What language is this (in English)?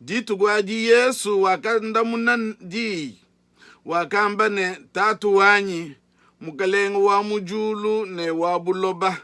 Luba-Lulua